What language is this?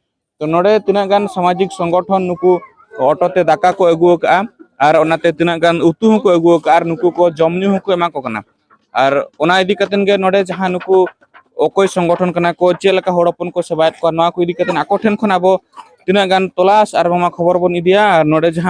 Santali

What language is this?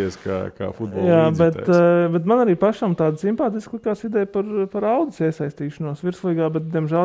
Latvian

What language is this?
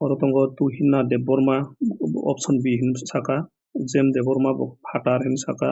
Kok Borok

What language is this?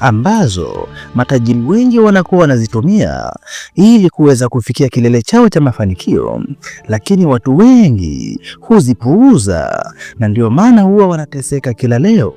Swahili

